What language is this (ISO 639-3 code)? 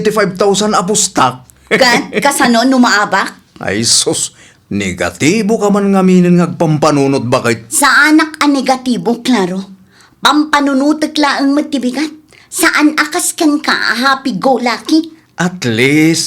ilo